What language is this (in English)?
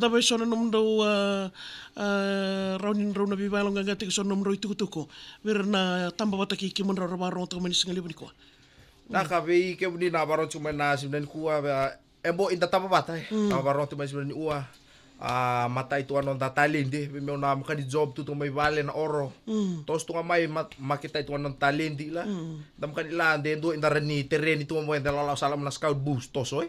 Fijian